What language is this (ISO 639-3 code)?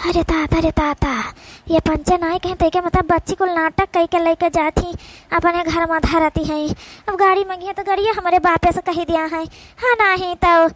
awa